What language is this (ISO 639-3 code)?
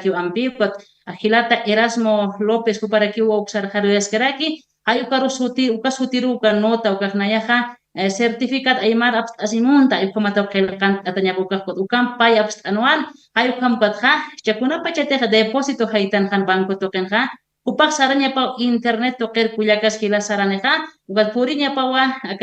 aym